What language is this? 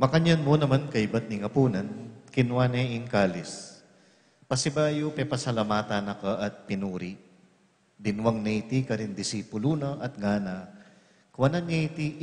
Pampanga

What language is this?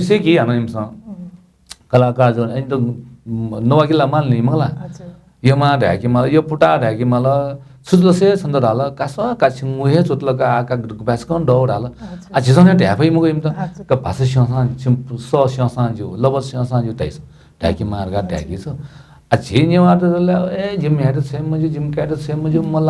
Newari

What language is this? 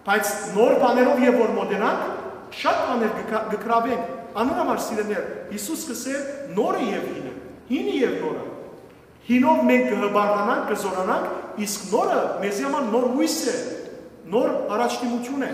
Western Armenian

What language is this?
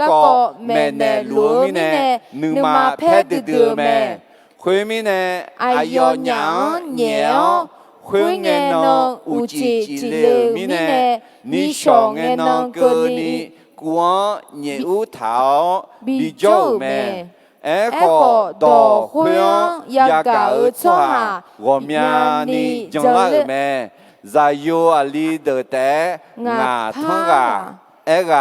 Akha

